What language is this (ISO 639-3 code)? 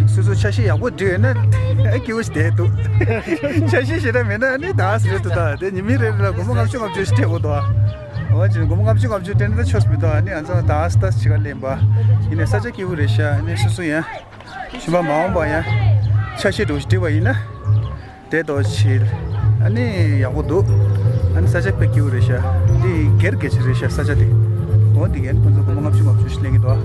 bod